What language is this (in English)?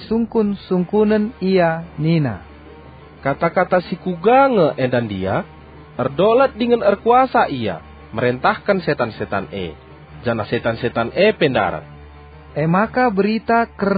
Batak Karo